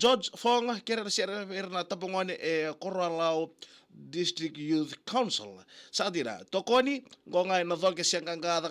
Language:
Fijian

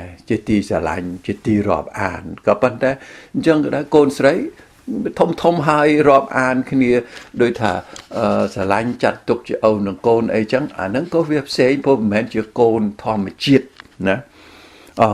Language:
Khmer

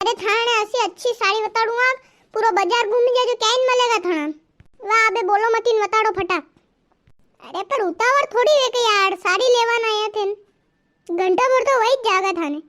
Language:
Rajasthani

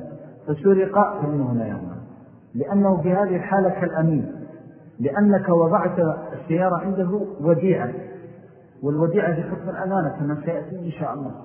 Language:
Arabic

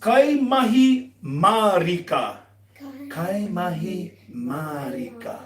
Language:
Māori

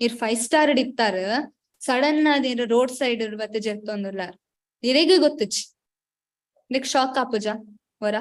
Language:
Tulu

